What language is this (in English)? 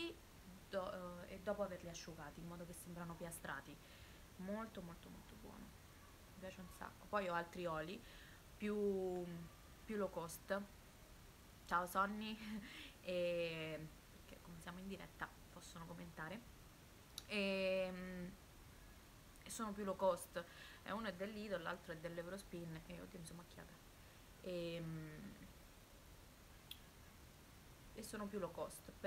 Italian